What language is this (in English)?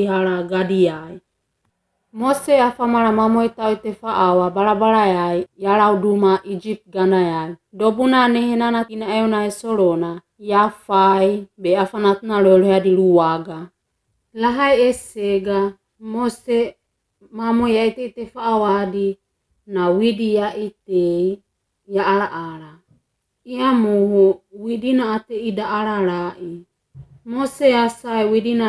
Wagawaga